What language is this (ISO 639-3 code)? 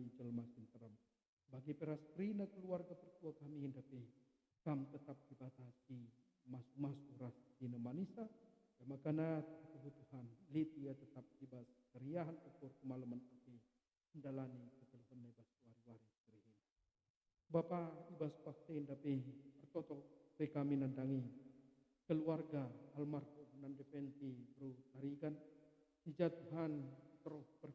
btx